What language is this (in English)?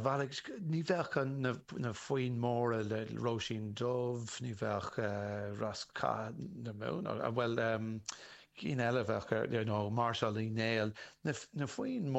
Irish